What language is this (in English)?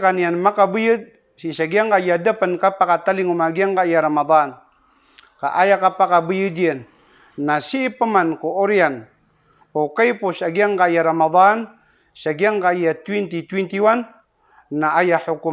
Maranao